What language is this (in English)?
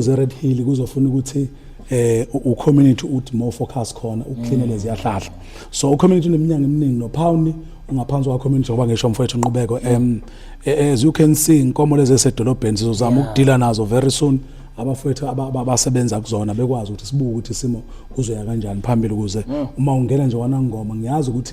Zulu